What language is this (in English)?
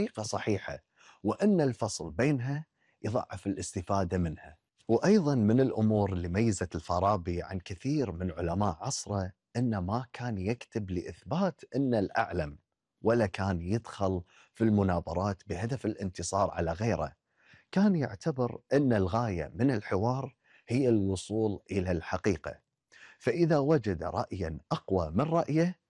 Gulf Arabic